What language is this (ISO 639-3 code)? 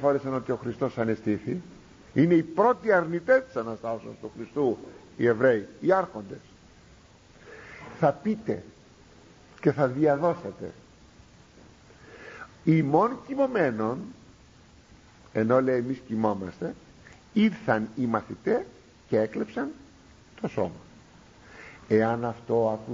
ell